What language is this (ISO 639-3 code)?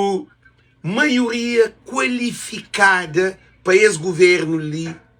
kea